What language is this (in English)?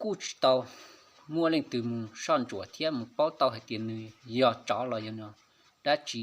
Hmong